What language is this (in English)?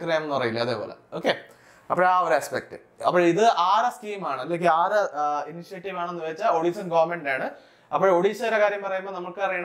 Malayalam